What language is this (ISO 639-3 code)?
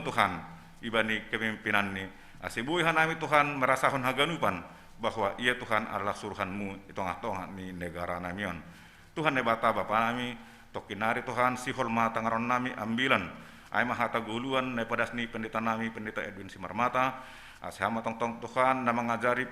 bts